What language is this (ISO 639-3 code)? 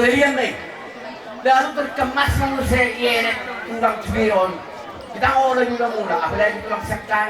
bbc